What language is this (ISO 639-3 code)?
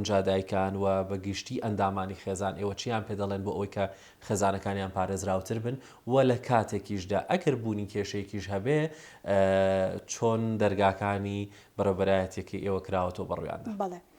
ckb